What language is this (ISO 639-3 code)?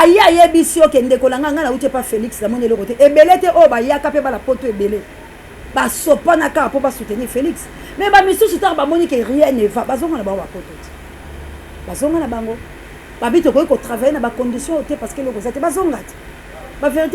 lin